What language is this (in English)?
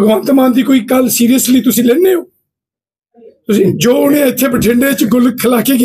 Punjabi